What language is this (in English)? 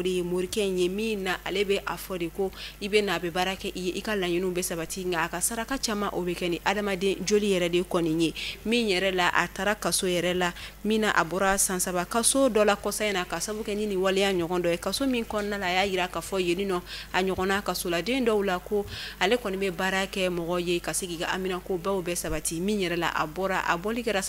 Bambara